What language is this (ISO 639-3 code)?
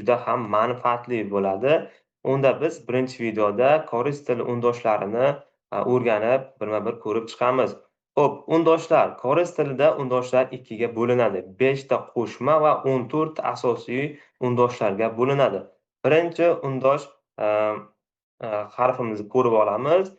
uzb